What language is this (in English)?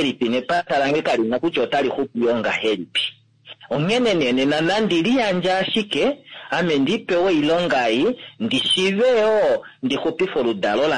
Kuanyama